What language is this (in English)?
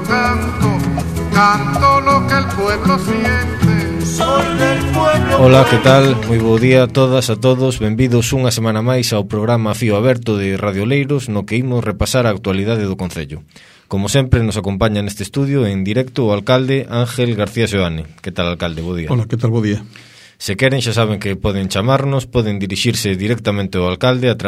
Galician